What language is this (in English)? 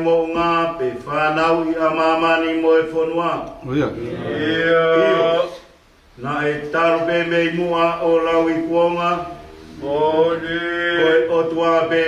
Tongan